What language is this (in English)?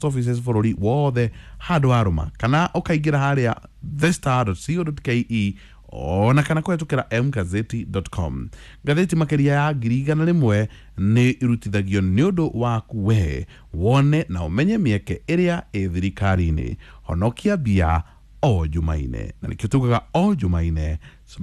Kikuyu